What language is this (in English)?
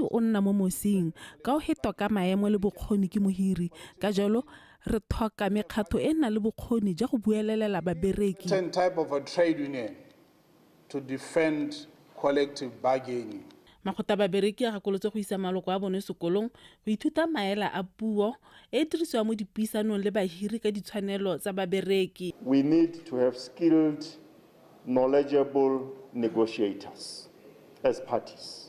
Tswana